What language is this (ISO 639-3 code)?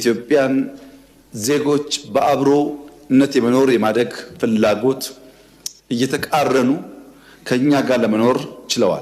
amh